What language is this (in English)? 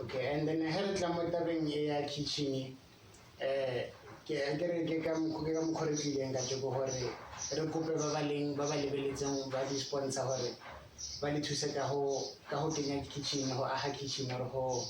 Tswana